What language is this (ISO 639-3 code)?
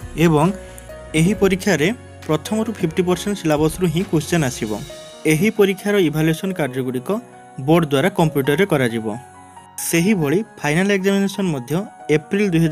ori